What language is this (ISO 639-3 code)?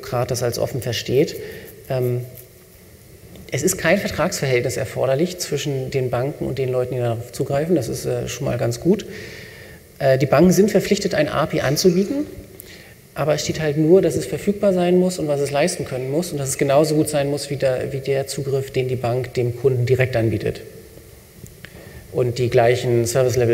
deu